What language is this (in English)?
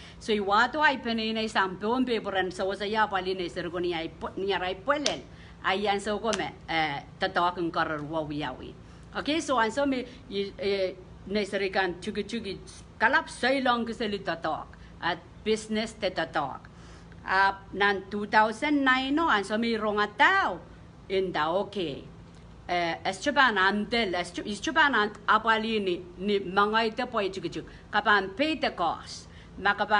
Pohnpeian